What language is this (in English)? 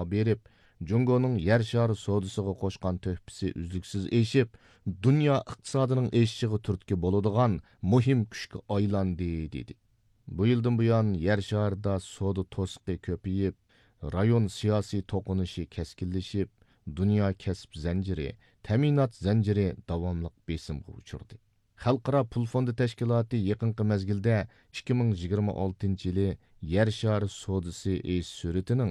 Uyghur